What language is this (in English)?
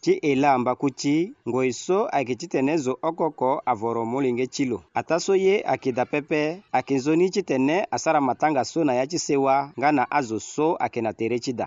Sango